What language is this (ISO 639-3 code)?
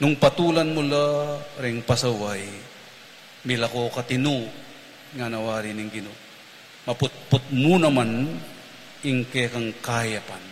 pam